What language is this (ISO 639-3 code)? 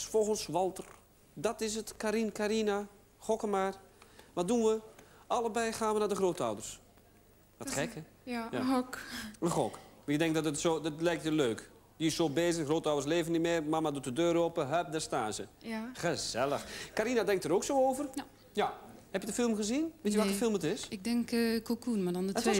nld